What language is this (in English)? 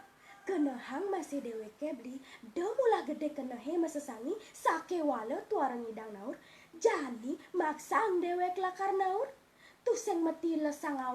Balinese